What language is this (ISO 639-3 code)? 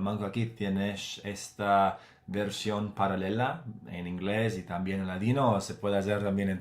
lad